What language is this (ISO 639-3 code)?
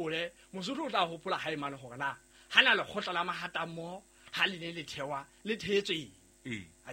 sot